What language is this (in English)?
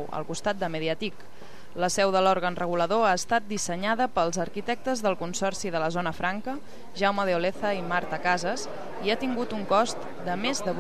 Catalan